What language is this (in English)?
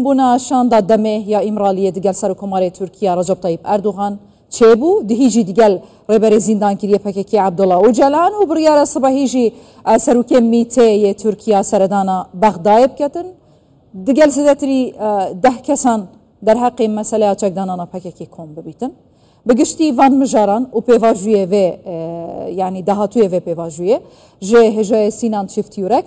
Kurdish